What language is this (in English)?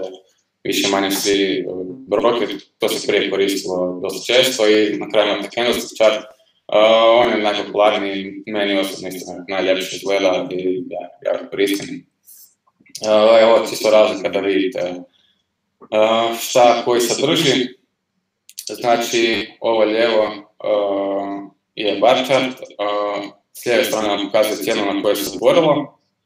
Croatian